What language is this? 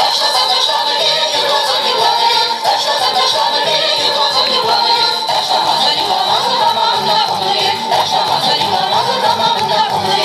Chuvash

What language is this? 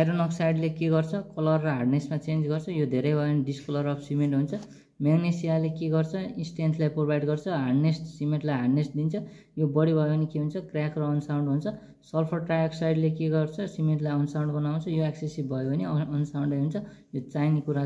Nepali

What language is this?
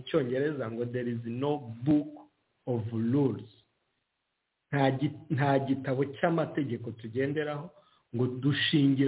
Kinyarwanda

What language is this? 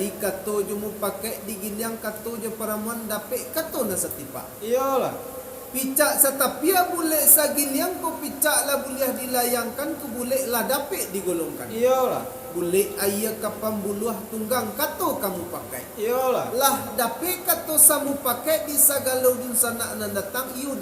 Minangkabau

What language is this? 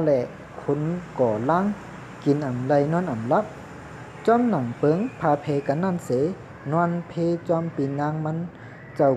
Shan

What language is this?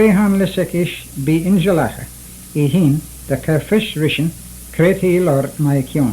Manx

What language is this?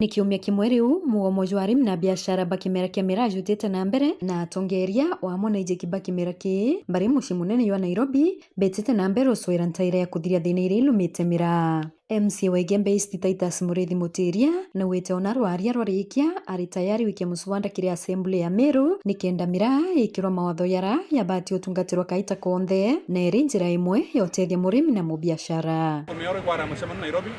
Meru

